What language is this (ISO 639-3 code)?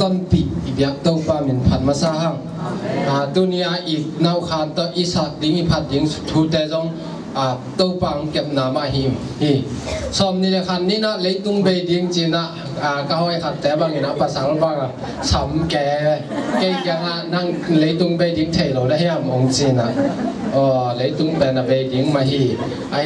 ctd